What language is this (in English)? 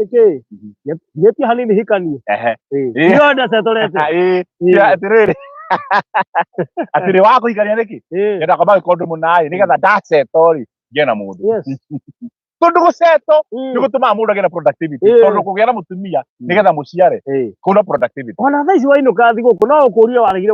Kikuyu